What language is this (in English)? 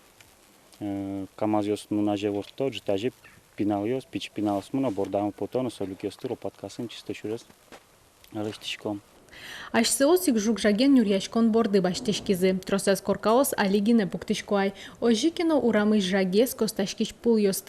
Udmurt